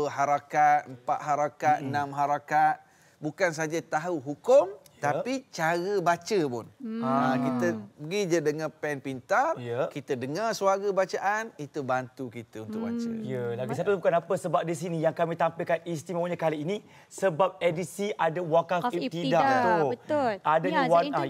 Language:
Malay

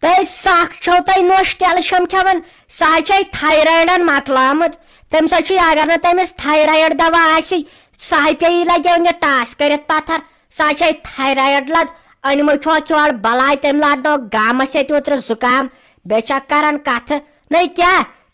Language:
Kashmiri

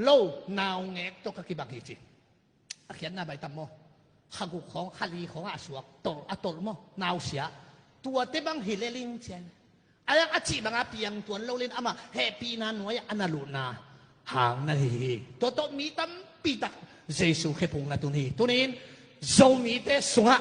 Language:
Tedim Chin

